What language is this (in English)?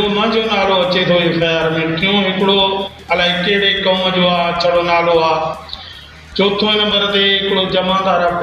Sindhi